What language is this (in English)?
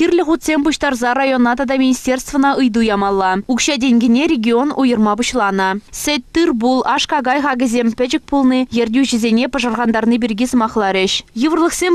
Chuvash